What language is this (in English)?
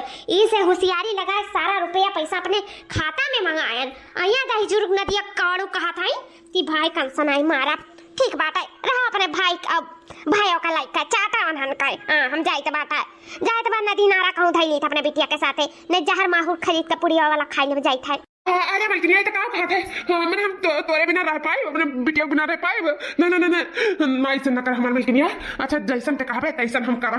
Awadhi